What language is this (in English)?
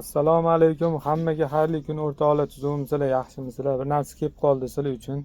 Uzbek